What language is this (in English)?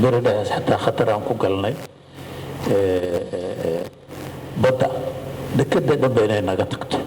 Somali